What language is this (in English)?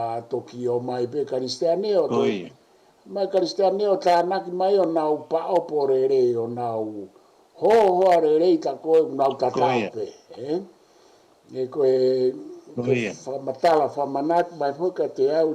Tongan